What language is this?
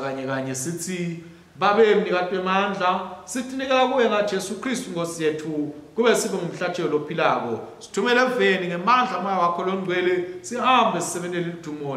Swati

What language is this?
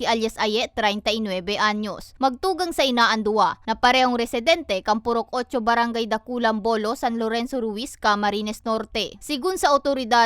Bikol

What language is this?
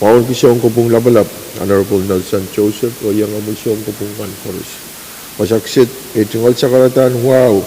Pohnpeian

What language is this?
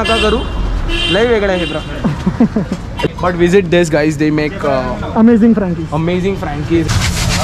Marathi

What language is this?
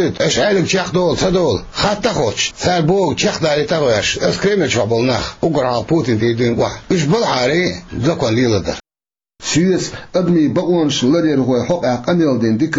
Chechen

